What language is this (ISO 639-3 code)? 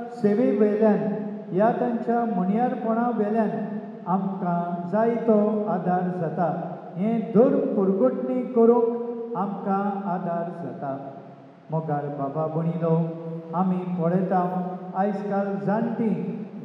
kok